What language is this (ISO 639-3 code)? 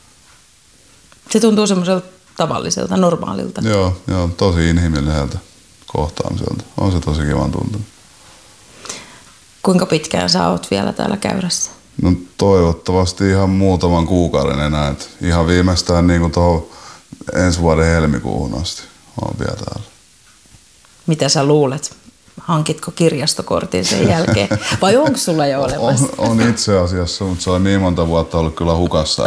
fin